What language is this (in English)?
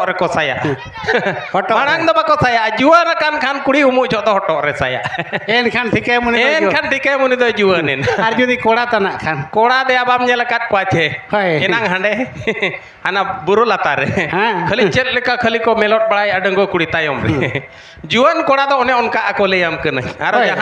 Santali